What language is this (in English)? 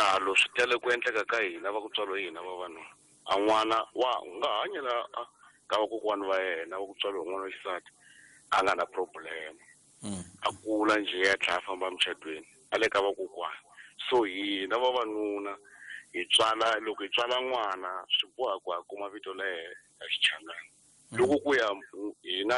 Tsonga